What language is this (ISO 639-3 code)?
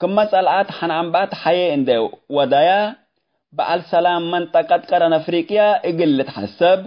tig